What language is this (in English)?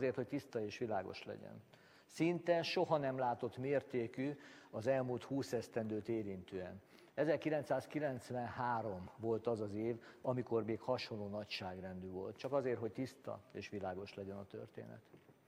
Hungarian